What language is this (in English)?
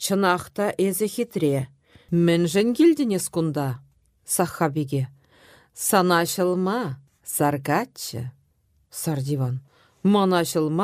Chuvash